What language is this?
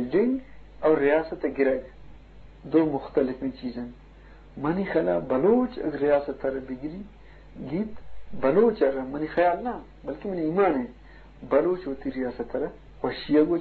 Eastern Balochi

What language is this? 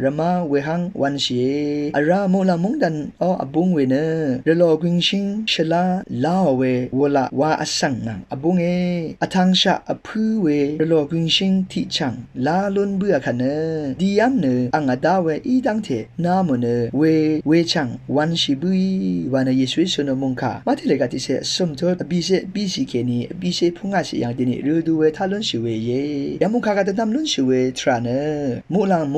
Rawang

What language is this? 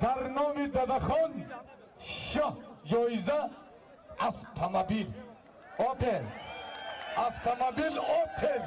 Tajik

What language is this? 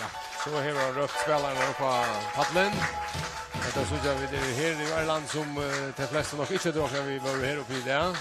Faroese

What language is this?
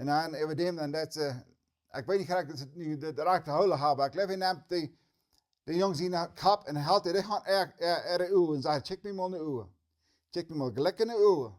Plautdietsch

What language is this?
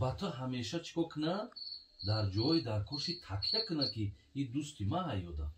Tajik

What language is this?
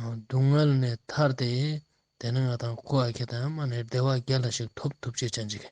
Ladakhi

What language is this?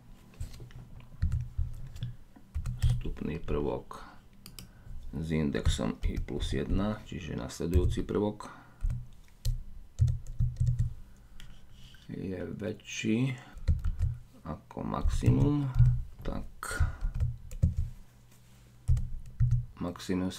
Slovak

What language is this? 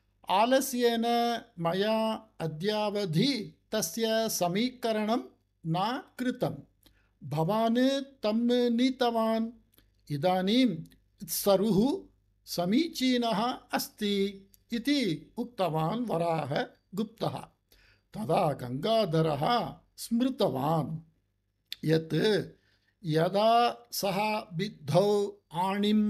Sanskrit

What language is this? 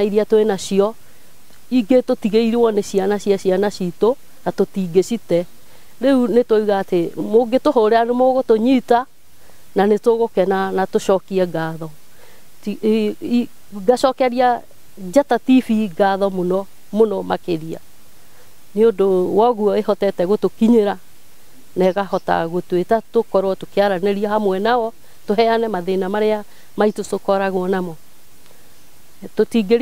Kikuyu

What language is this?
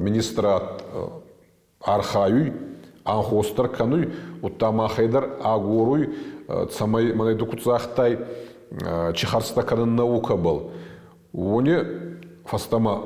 Ossetic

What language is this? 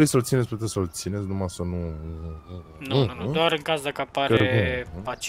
Romanian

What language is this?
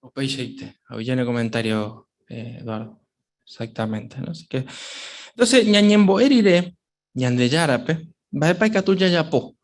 Guarani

